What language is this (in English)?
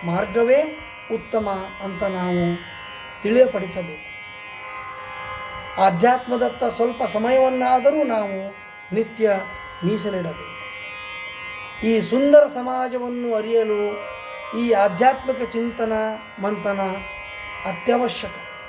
Kannada